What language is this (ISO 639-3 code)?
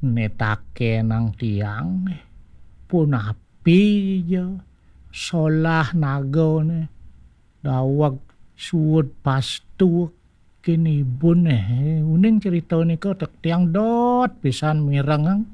ban